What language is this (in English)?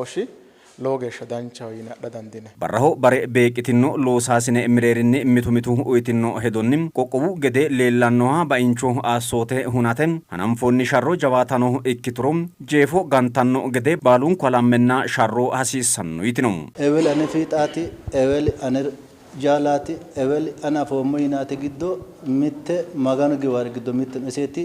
Sidamo